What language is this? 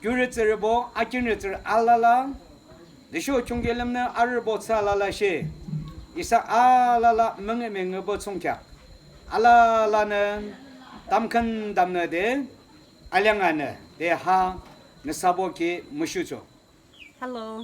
Yimchungru Naga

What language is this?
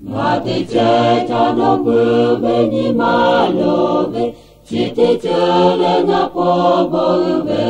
Lahu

